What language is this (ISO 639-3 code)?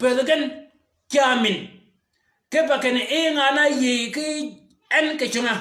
shk